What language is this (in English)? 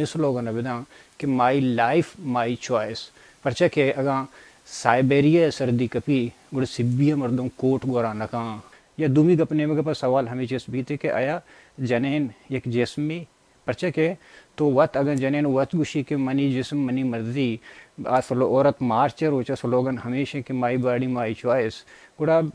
Baluchi